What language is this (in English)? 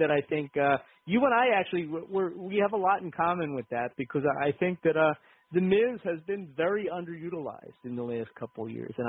English